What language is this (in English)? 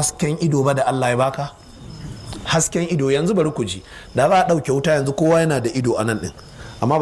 Hausa